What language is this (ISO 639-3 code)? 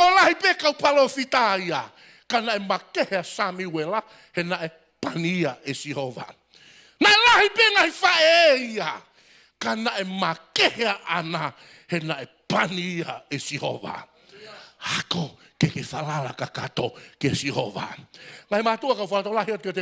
ton